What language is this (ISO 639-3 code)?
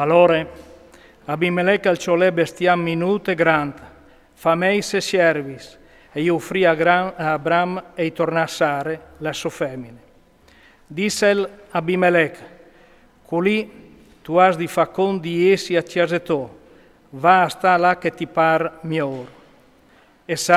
fur